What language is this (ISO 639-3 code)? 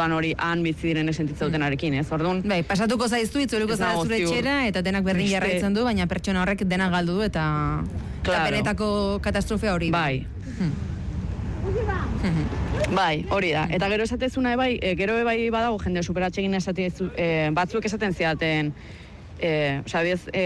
eus